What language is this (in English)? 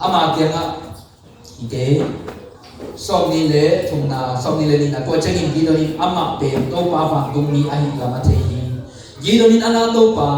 Tedim Chin